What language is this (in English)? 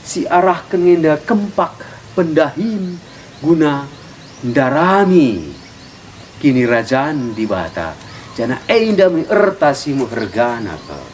Batak Karo